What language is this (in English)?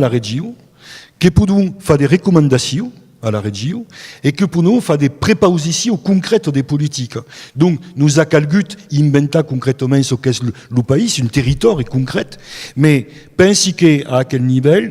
Occitan